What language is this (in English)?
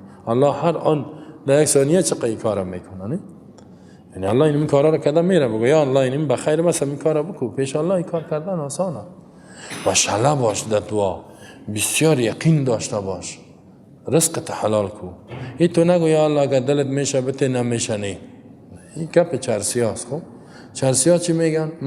Persian